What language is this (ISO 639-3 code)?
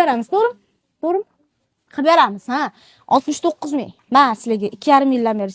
uzb